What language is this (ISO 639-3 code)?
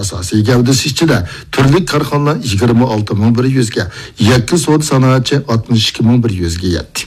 uig